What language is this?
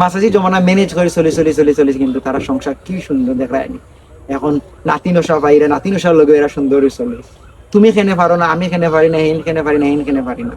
Sylheti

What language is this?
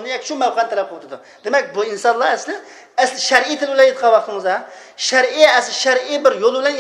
Uyghur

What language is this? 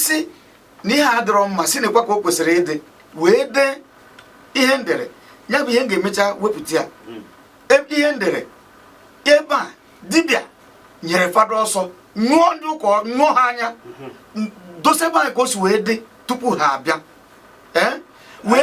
Igbo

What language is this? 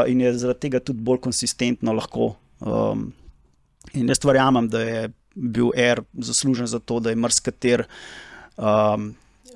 Slovenian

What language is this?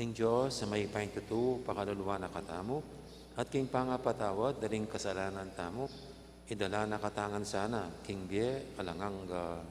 Pampanga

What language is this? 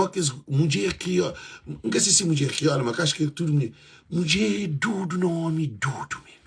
Kabuverdianu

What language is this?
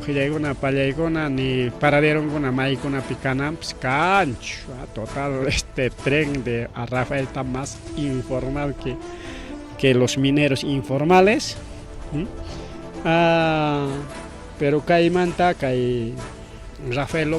Ayacucho Quechua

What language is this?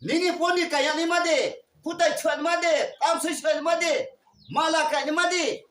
Riang (India)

